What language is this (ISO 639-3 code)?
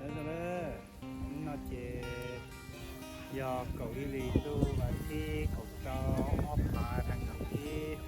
hmn